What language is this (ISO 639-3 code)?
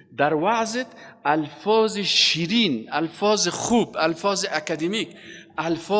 fas